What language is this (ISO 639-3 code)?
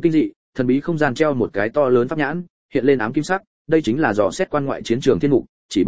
vie